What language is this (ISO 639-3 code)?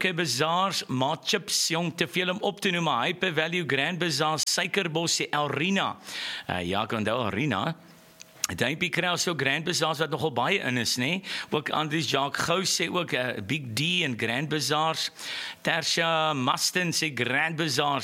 afr